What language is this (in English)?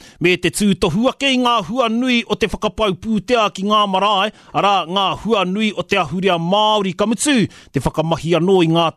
Māori